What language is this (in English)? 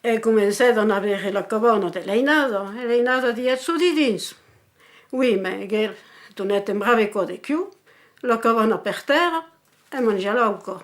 Occitan